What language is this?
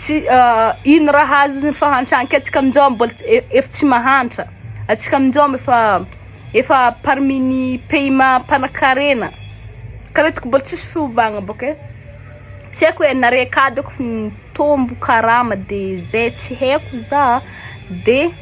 Malagasy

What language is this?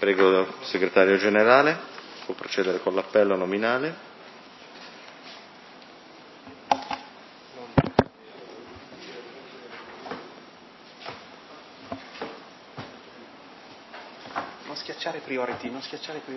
Italian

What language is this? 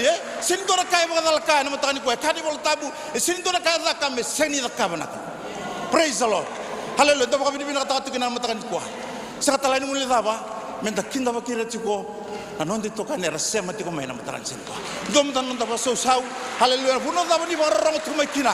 Fijian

